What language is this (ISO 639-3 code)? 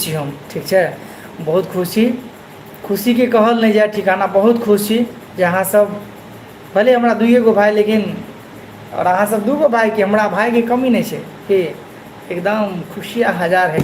mai